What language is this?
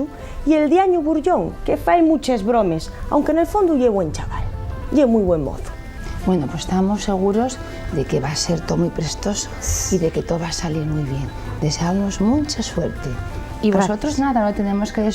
Asturian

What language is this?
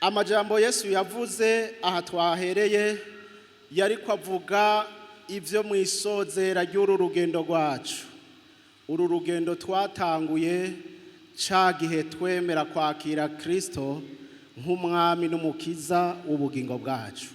Rundi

